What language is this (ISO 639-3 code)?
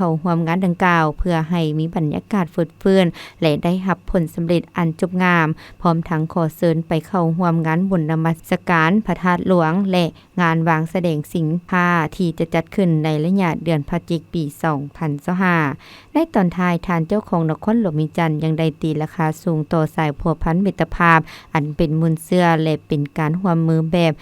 lao